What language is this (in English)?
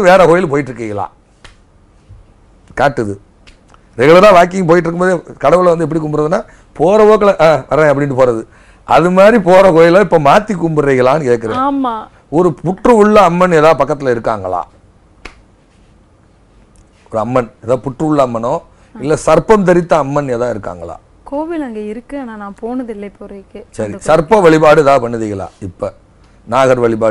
Tamil